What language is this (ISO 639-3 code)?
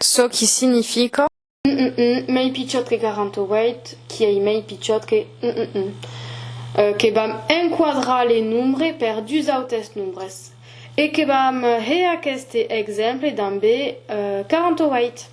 oci